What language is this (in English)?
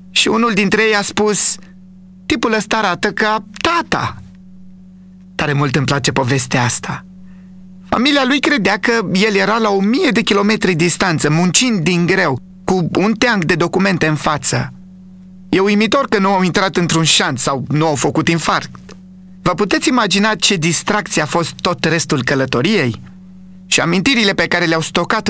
Romanian